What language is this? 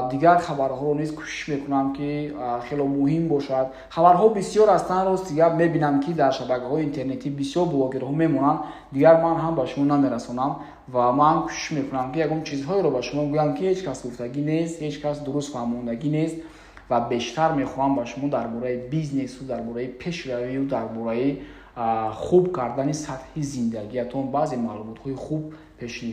Tajik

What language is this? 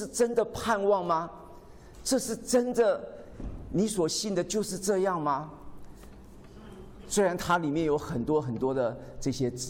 Chinese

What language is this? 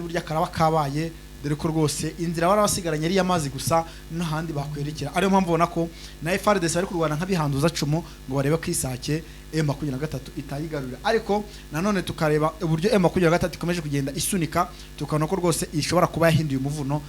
Kinyarwanda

